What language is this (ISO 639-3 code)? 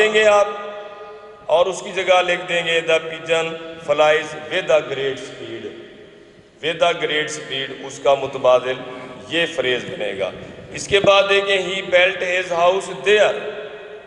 urd